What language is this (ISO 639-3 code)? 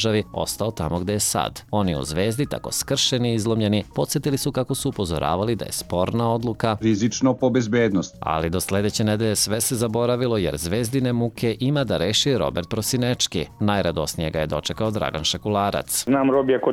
srp